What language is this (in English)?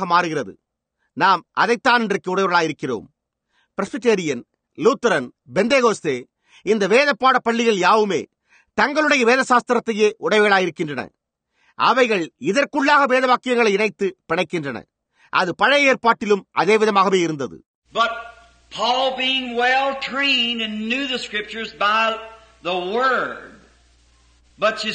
Tamil